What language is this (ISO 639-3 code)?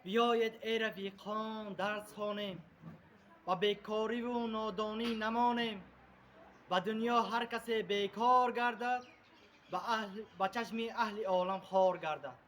tgk